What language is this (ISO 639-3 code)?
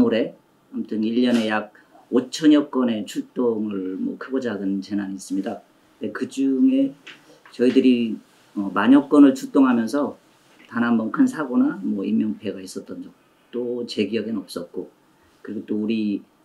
kor